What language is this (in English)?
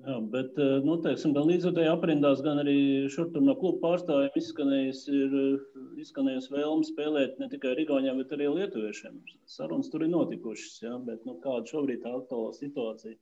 Latvian